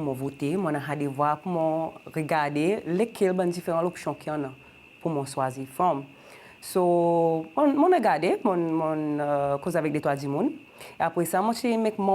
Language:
Seselwa Creole French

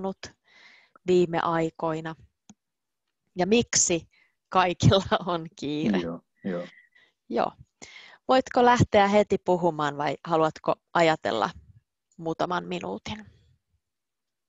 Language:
Finnish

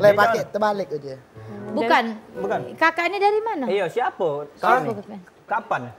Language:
Musi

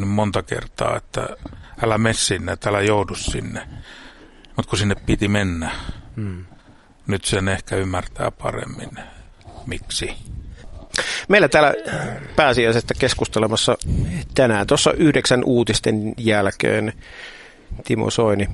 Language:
Finnish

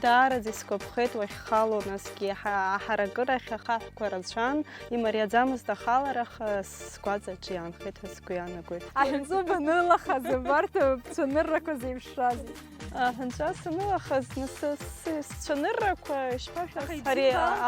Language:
Abkhazian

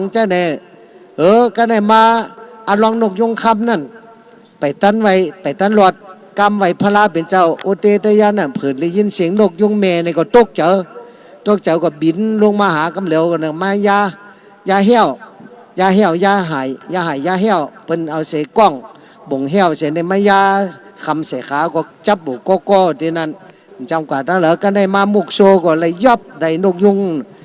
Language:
Shan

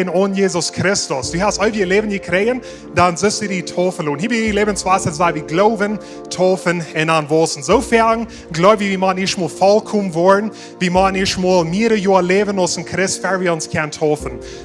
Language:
Plautdietsch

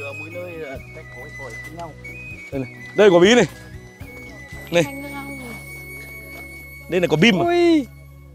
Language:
Vietnamese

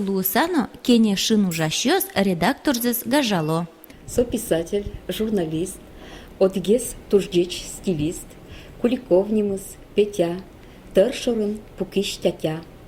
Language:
Udmurt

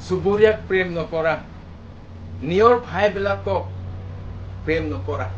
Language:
Karbi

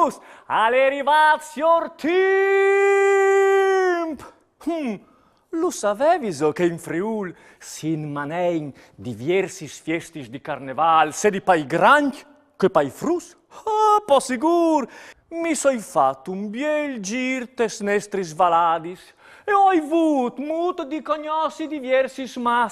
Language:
Friulian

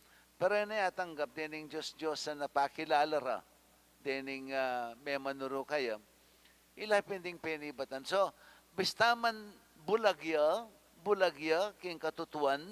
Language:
Pampanga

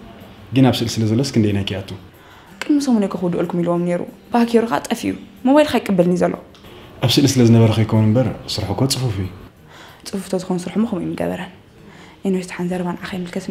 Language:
Tigrinya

